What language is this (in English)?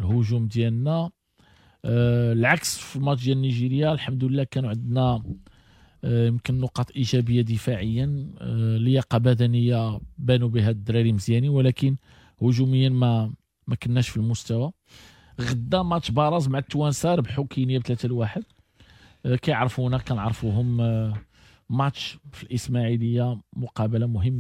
Moroccan Arabic